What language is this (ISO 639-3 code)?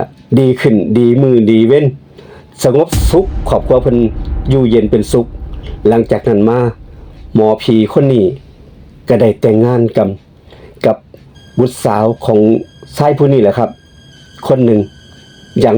lao